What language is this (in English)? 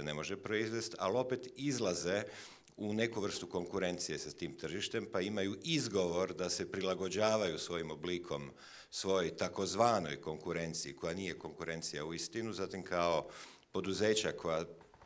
Croatian